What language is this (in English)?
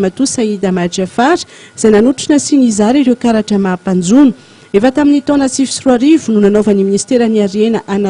Malagasy